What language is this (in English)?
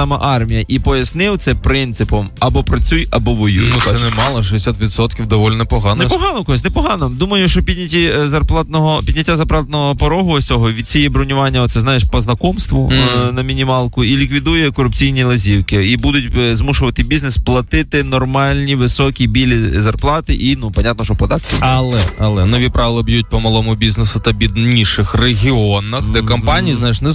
Ukrainian